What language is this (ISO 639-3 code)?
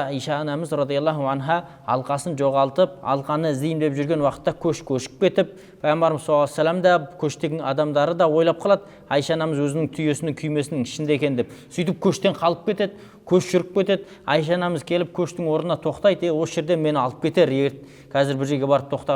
kaz